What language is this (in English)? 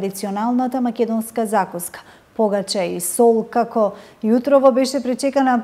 Macedonian